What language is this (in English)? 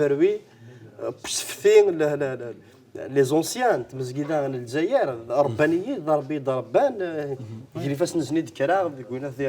Kabyle